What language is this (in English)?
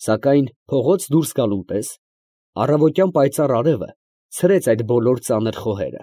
Armenian